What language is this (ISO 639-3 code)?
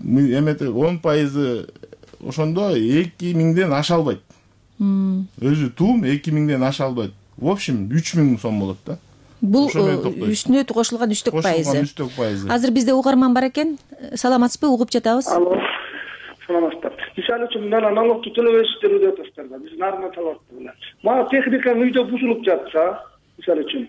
kir